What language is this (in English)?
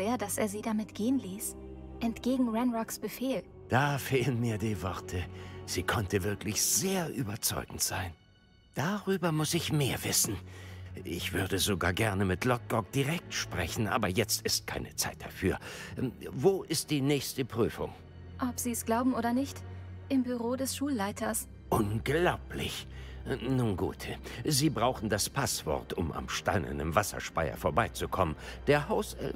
German